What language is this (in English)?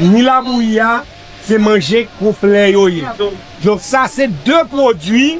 Haitian Creole